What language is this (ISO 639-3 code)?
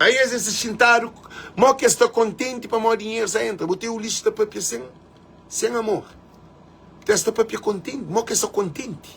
kea